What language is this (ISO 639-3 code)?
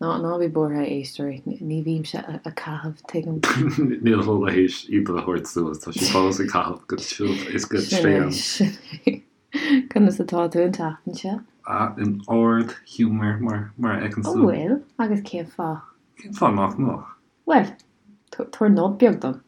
gle